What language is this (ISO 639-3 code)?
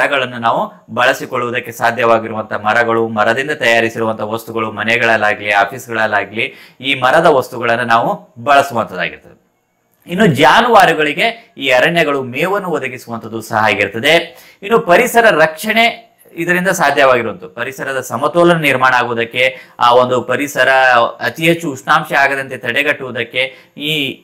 kan